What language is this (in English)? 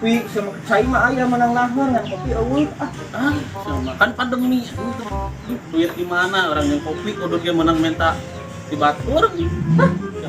Sundanese